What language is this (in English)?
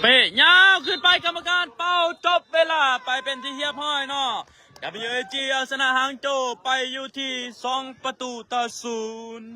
Lao